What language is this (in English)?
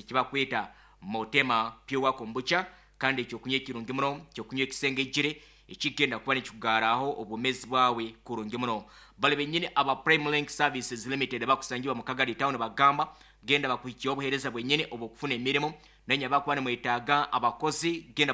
Nyankole